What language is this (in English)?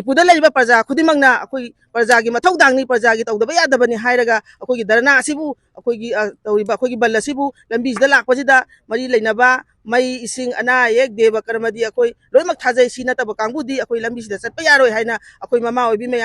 Manipuri